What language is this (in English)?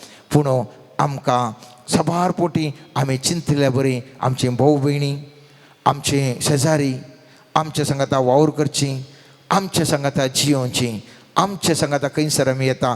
Konkani